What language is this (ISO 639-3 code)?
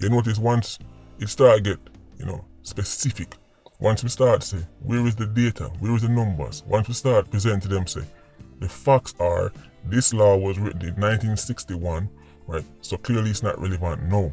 jam